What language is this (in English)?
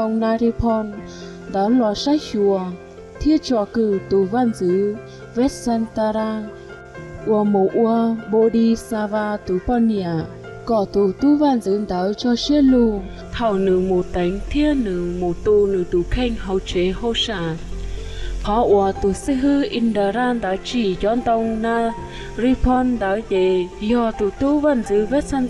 Hmong